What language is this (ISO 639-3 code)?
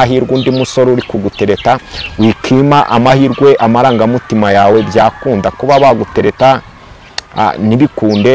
kin